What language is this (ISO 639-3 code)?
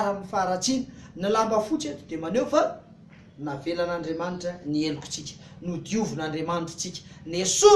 mlg